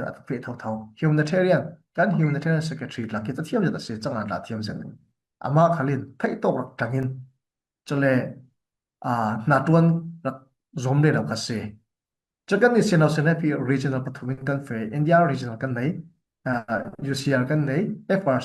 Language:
Falam Chin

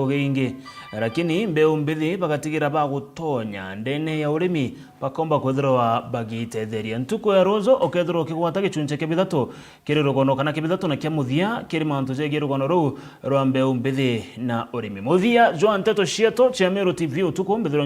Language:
Meru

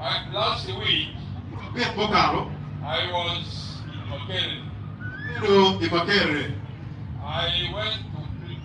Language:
Acoli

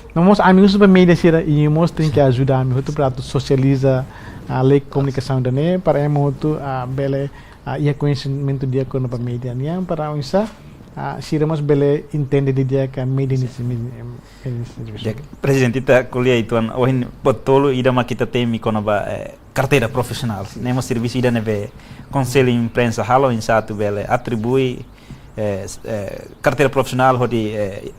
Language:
Tetum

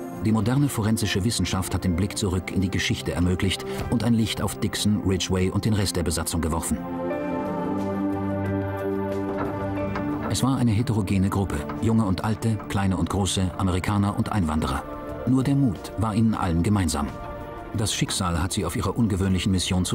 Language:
German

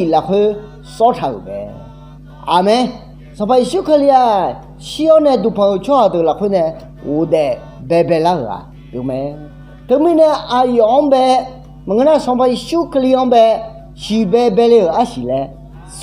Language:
Akha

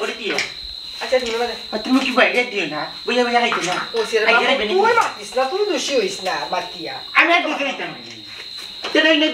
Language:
Sylheti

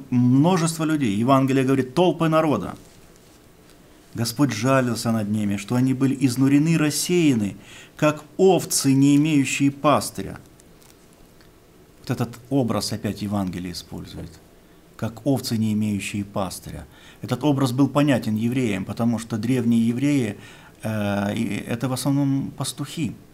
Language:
Russian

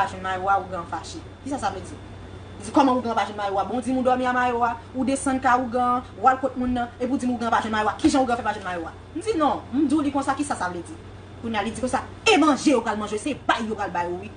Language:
Haitian Creole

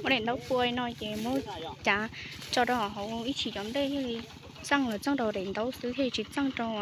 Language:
Hmong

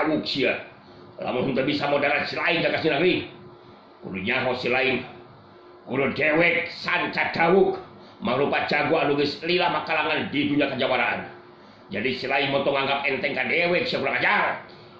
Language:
Sundanese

